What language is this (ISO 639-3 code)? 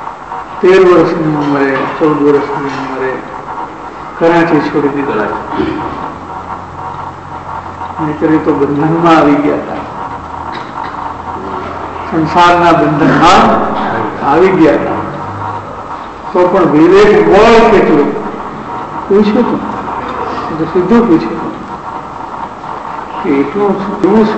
guj